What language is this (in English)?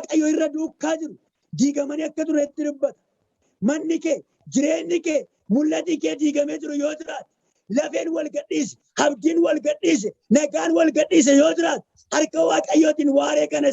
Oromo